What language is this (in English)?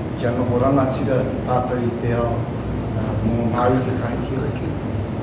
Māori